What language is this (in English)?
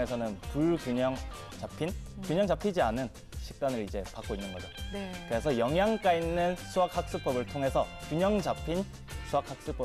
Korean